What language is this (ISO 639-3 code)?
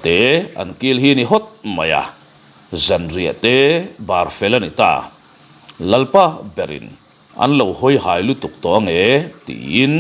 lus